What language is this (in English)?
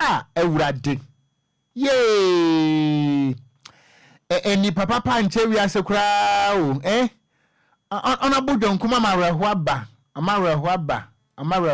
Akan